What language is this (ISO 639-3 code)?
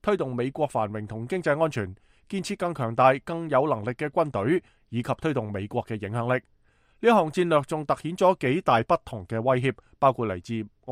yue